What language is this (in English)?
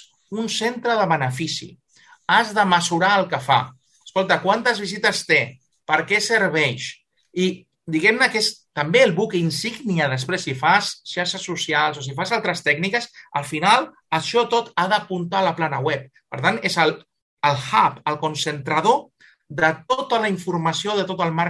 Catalan